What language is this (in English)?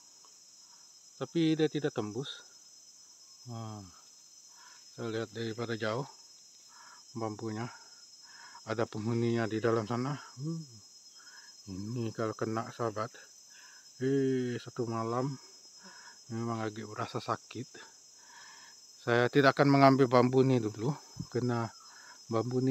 Malay